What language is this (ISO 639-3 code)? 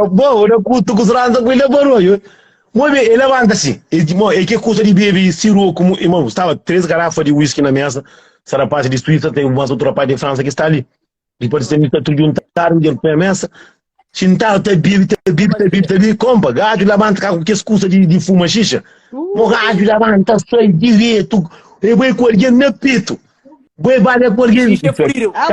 kea